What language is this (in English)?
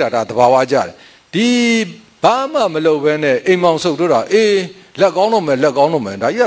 Burmese